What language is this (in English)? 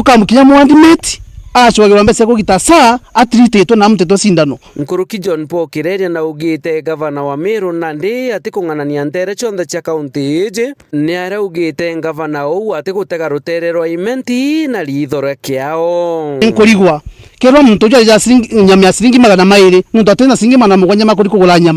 Meru